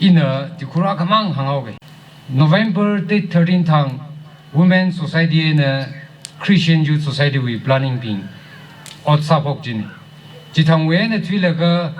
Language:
Tangkhul Naga (India)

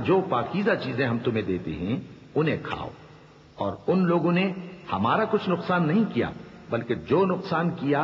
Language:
Urdu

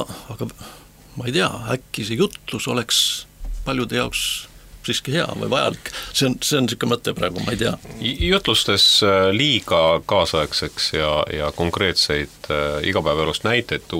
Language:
Estonian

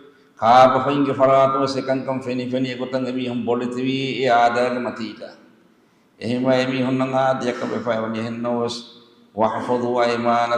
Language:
Divehi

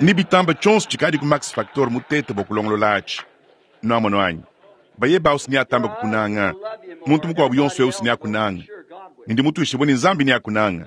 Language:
Luba-Lulua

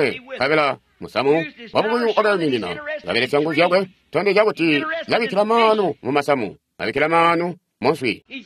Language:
Tonga (Zambia)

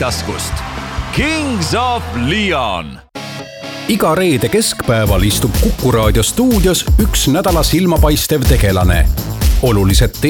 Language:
Estonian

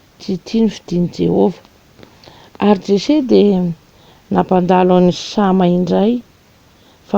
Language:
Malagasy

